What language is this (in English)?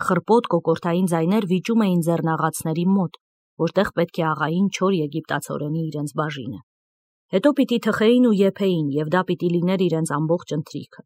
Armenian